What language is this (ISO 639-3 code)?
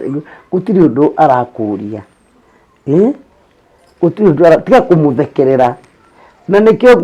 kik